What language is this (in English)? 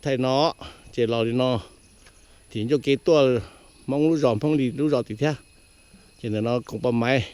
Hmong